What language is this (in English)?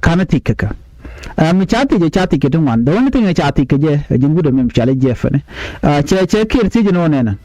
Nuer